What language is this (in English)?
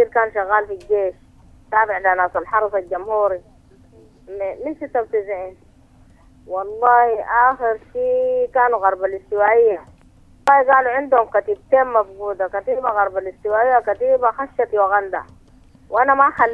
Sudanese Arabic